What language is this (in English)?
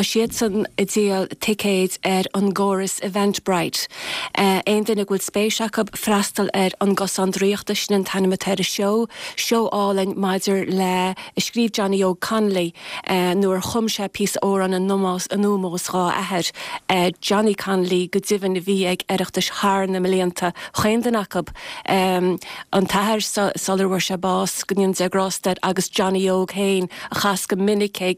Irish